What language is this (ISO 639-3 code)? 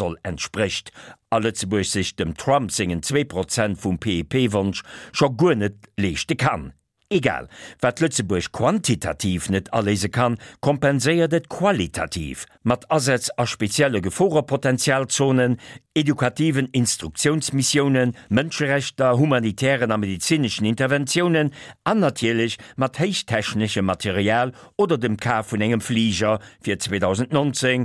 ltz